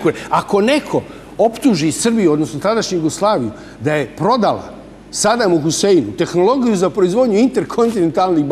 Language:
Serbian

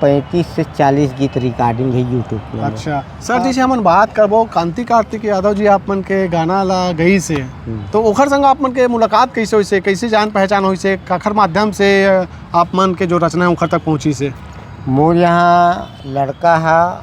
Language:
Chhattisgarhi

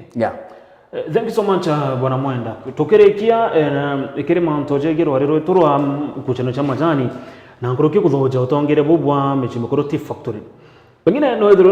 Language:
Meru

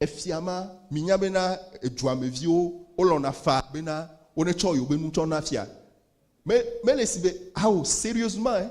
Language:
Ewe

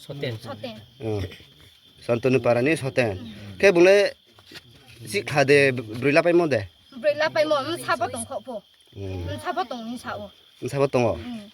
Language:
Riang (India)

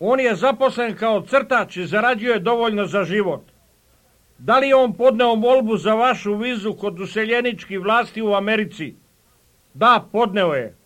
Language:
Serbian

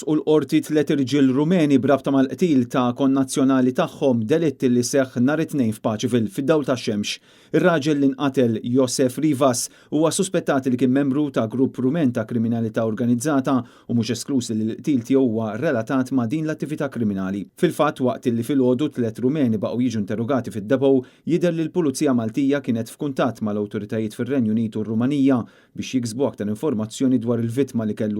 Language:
Maltese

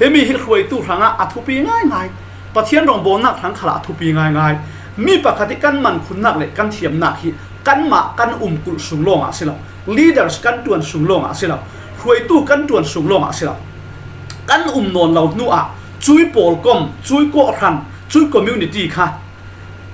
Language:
Falam Chin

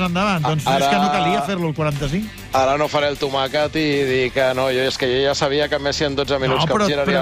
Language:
Catalan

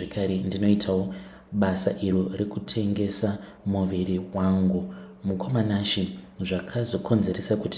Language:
Shona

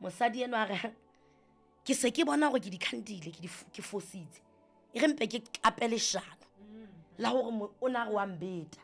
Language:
Southern Sotho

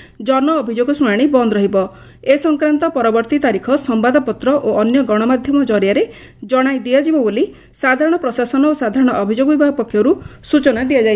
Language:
Odia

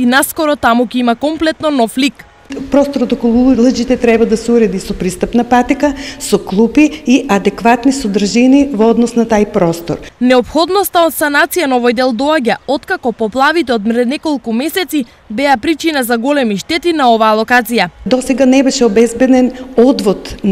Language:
Macedonian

